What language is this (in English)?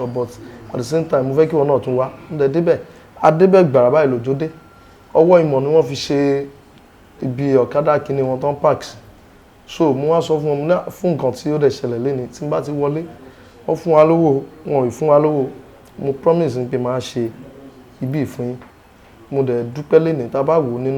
Yoruba